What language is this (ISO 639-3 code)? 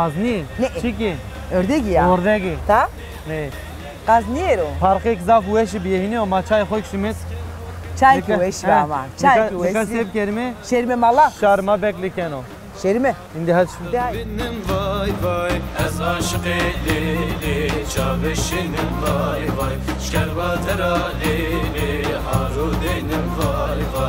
zza